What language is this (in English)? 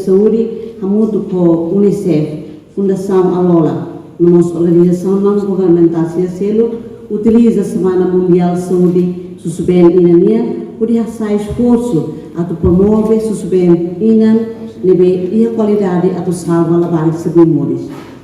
Tetum